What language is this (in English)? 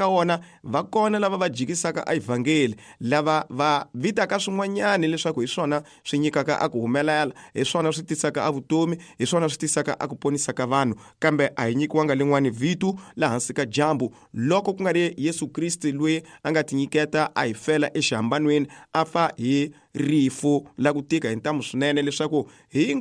Tsonga